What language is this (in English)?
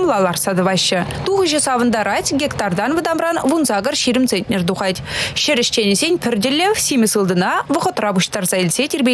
Chuvash